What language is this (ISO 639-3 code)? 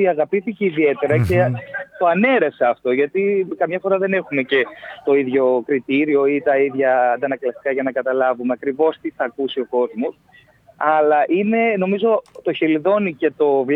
ell